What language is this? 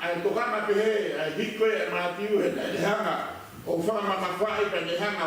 Tongan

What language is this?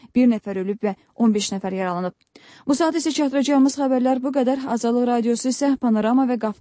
Azerbaijani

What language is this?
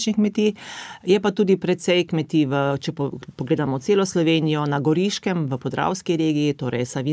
Slovenian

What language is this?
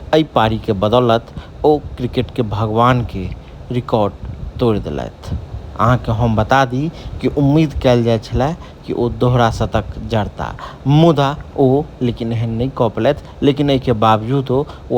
Maithili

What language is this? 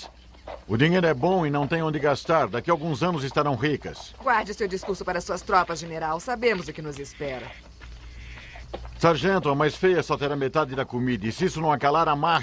Portuguese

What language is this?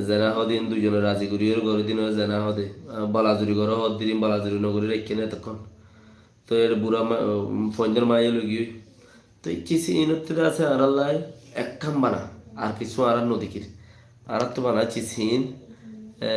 Rohingya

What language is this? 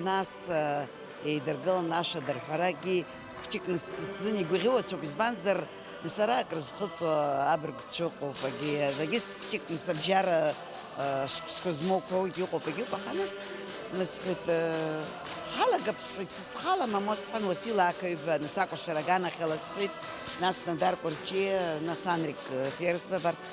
Abkhazian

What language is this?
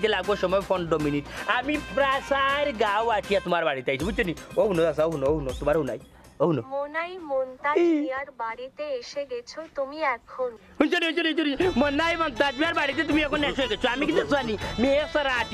Sylheti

